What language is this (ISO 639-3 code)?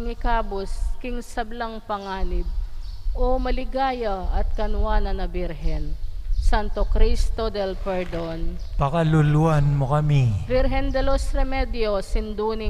pam